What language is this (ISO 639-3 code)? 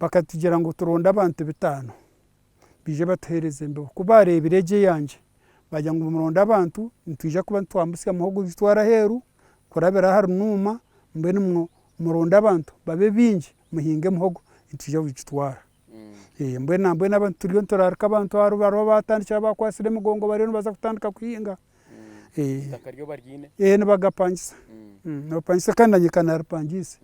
nyn